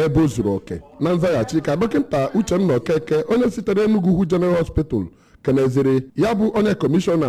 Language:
Igbo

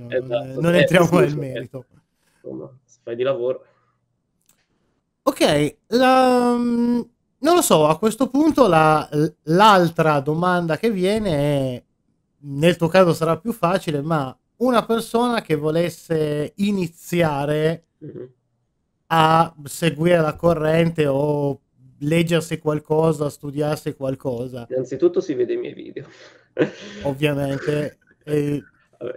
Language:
Italian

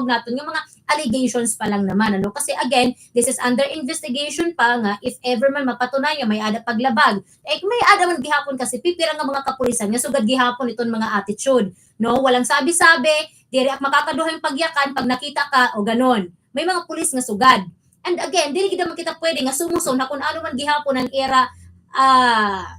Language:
Waray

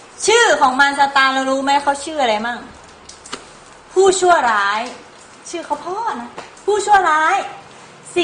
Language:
Thai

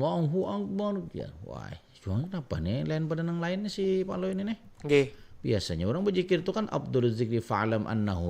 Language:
Banjar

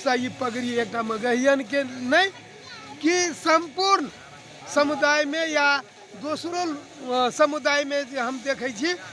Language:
Magahi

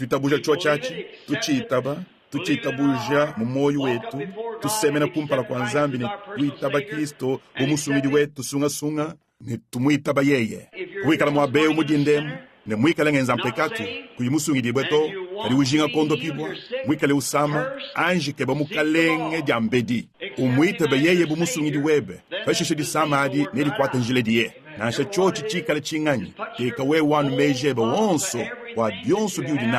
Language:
Luba-Lulua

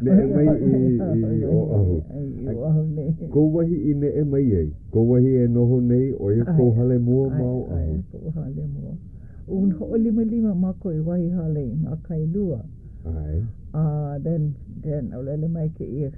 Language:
Hawaiian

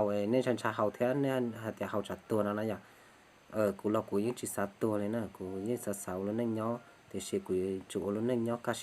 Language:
Hmong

